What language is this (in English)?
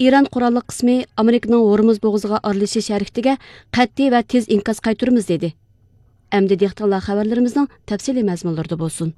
Uyghur